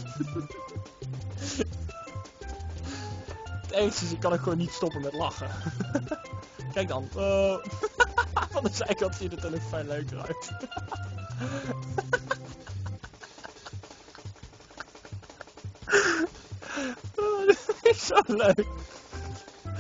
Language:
Dutch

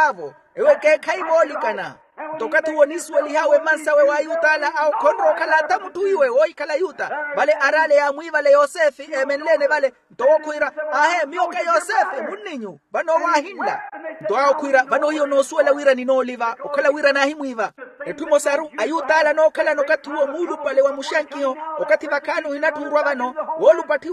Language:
Makhuwa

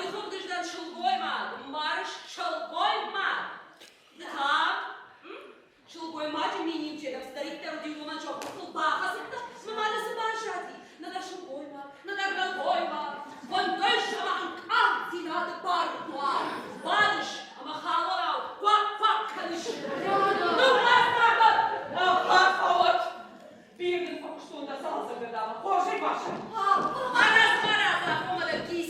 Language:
Ossetic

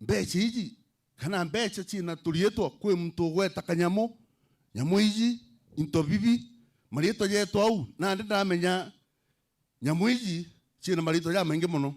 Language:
Meru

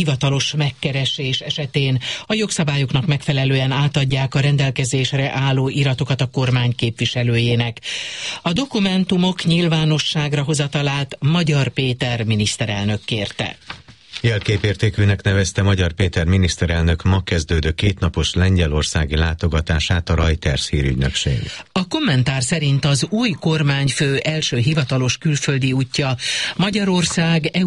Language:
Hungarian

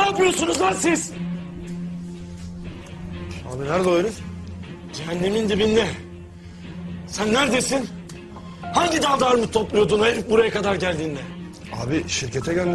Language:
Turkish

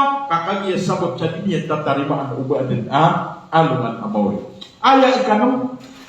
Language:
Maranao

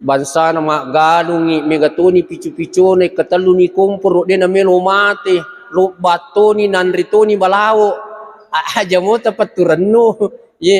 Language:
Buginese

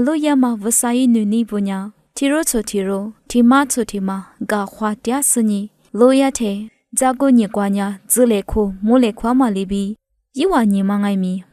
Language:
Lisu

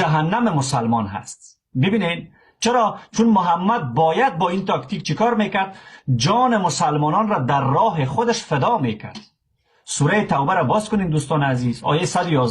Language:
Persian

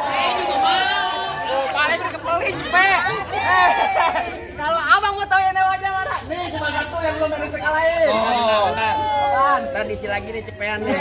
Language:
Betawi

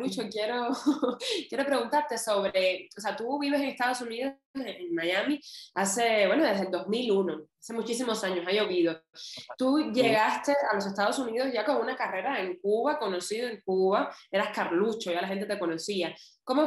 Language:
Spanish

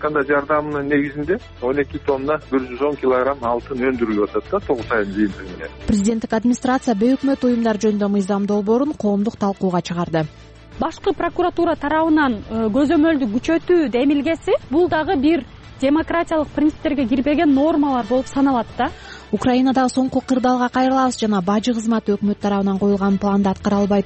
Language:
Kyrgyz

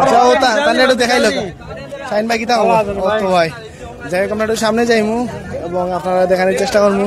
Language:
Sylheti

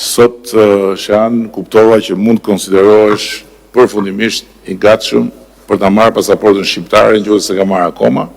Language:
Albanian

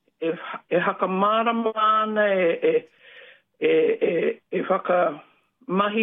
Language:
Māori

